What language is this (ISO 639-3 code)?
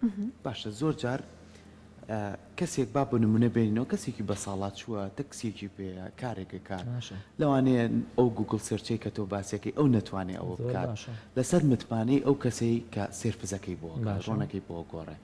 ckb